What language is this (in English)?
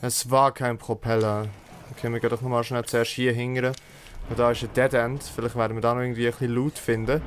Swiss German